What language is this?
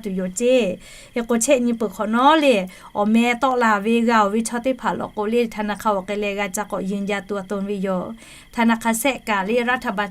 Lahu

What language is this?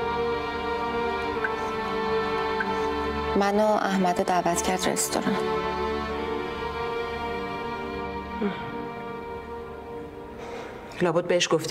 Persian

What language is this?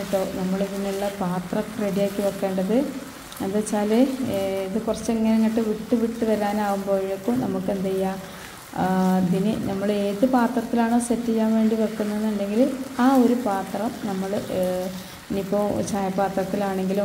Malayalam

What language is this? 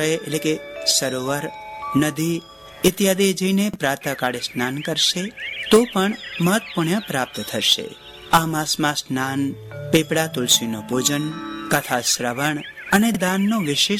Gujarati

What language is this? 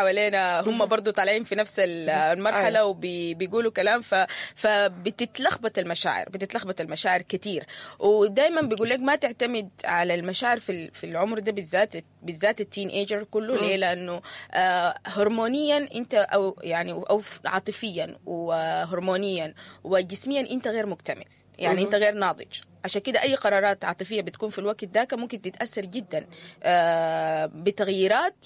Sudanese Arabic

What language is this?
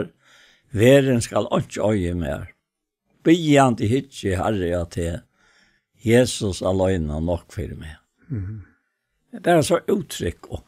Faroese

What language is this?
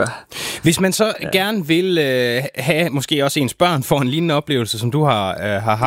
Danish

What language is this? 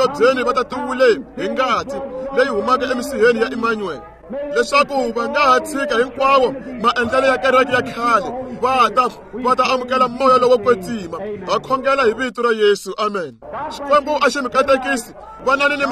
Tsonga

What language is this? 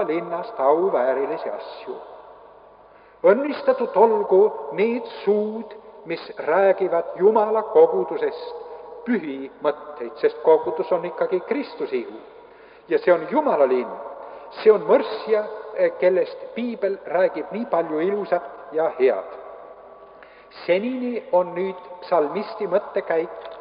Estonian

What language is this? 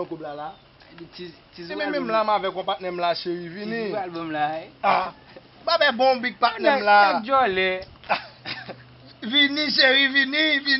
Haitian Creole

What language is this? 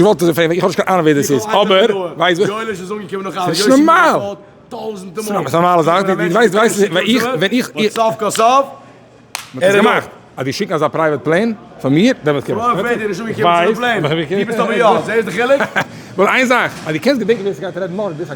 Yiddish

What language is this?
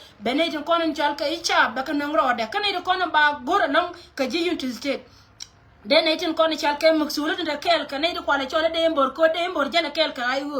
Nuer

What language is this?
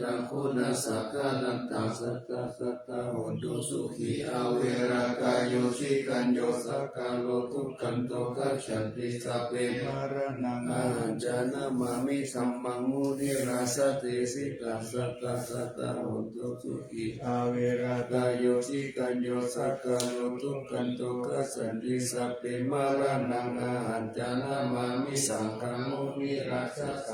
Pali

